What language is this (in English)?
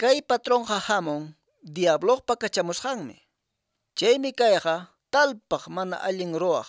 Quechua